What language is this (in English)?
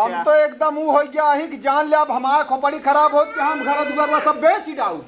Awadhi